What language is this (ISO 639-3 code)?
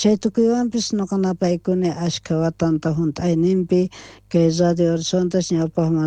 quh